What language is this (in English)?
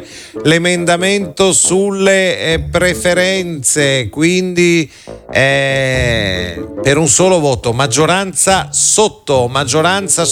Italian